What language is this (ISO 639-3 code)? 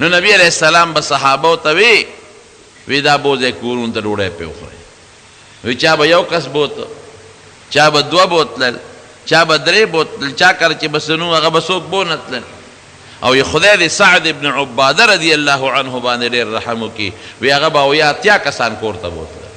pus